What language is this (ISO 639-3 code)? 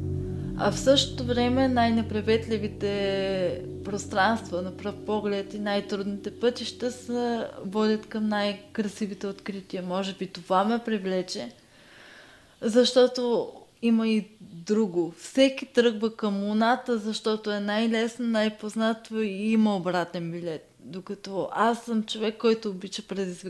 bul